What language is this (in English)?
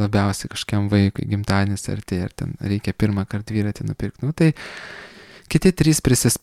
Lithuanian